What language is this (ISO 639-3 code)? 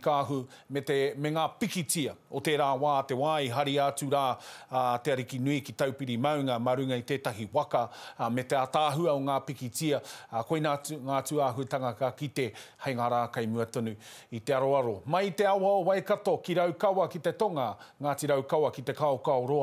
mri